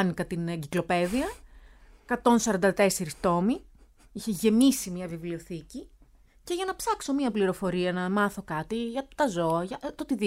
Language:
Greek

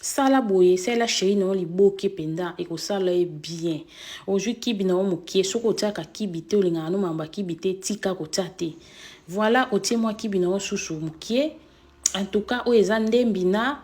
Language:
Lingala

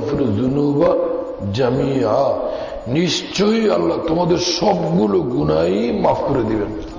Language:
Bangla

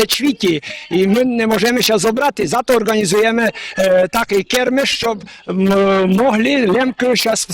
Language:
Rusyn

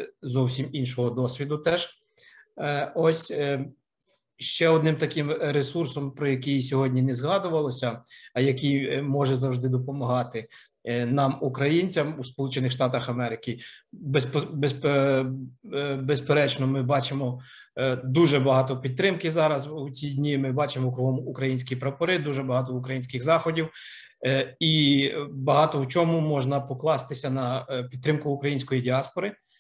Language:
Ukrainian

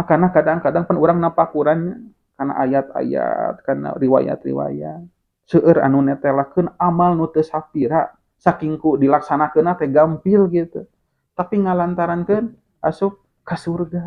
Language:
Sundanese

